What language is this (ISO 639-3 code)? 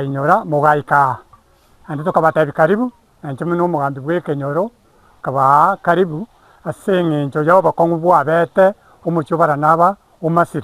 guz